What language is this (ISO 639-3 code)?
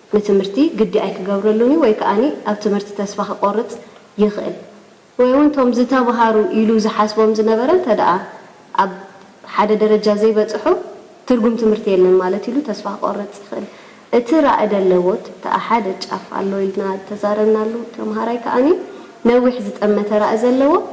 tir